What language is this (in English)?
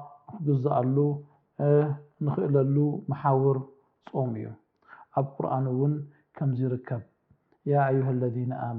Tigrinya